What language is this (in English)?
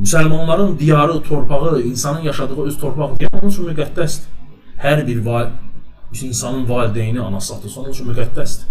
Azerbaijani